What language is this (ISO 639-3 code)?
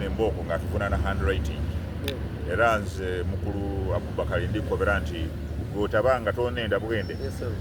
xog